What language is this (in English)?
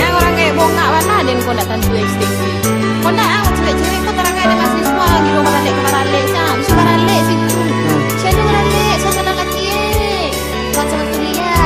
Minangkabau